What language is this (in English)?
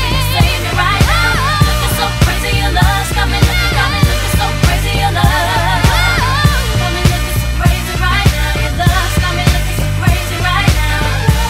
English